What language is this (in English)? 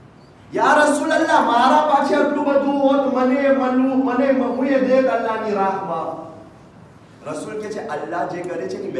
Gujarati